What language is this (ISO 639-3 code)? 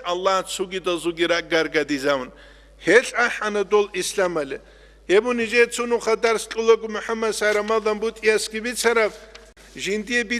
ava